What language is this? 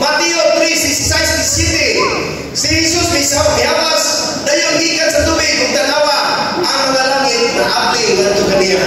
Cebuano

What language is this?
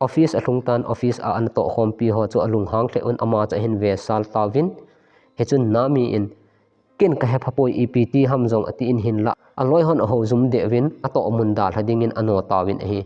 Thado Chin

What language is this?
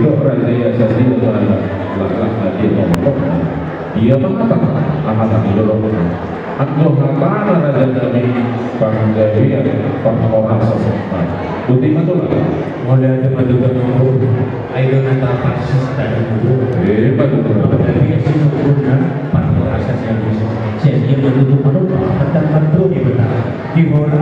Batak Toba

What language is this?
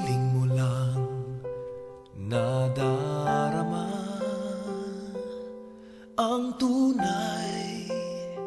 Filipino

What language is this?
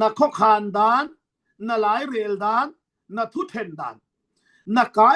Falam Chin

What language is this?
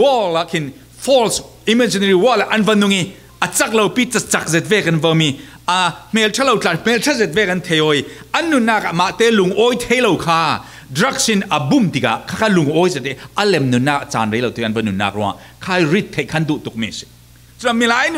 Falam Chin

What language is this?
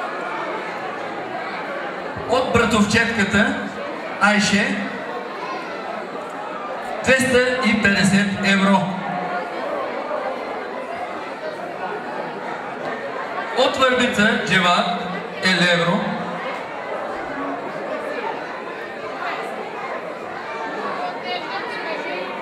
Bulgarian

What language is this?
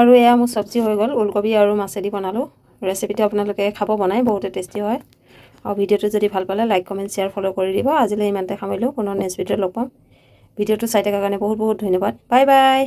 Assamese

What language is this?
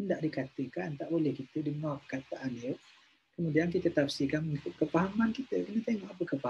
Malay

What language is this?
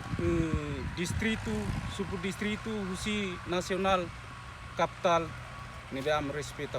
Tetum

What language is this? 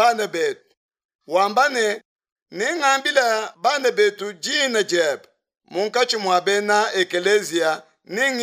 Luba-Lulua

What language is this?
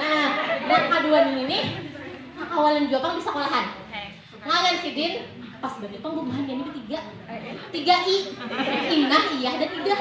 Banjar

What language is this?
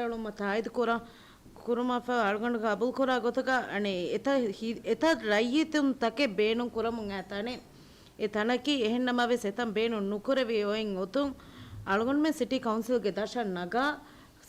Divehi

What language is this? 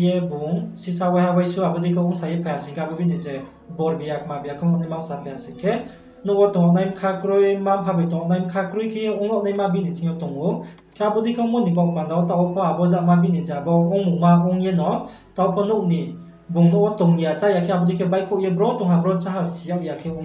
Riang (India)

